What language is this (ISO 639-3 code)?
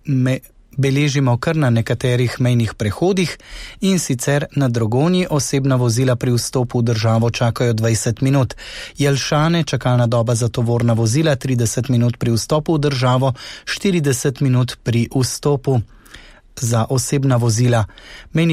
slv